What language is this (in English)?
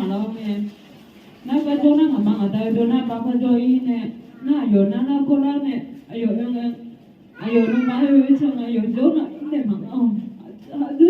Akha